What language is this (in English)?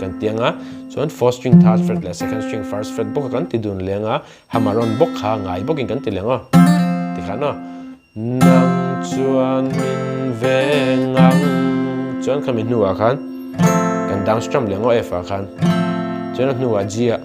Mizo